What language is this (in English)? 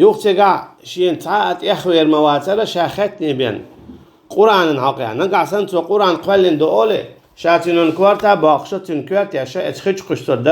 Chechen